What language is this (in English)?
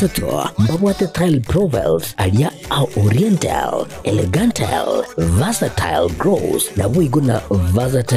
Gusii